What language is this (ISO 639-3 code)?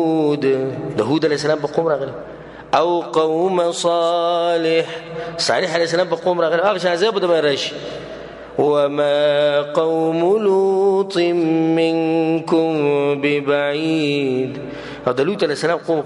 pus